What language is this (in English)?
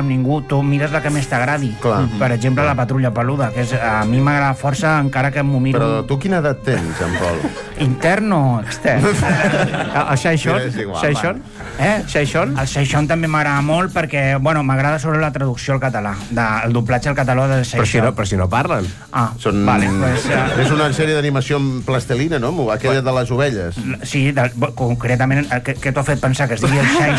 Catalan